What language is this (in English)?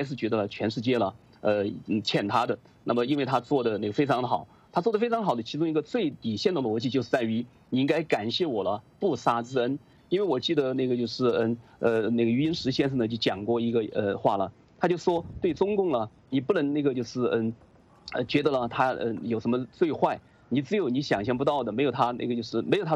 Chinese